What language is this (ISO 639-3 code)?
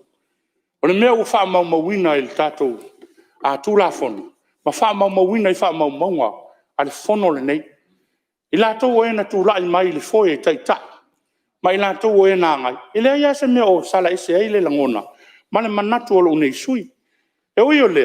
smo